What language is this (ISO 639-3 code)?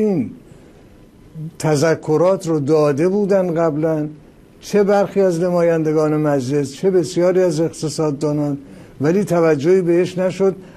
fas